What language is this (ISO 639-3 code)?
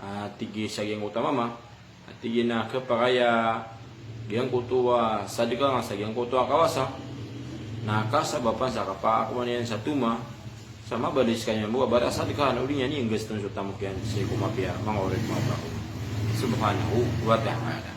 mrw